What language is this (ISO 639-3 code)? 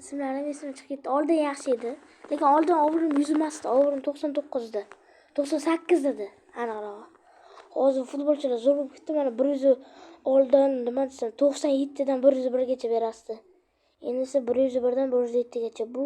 uzb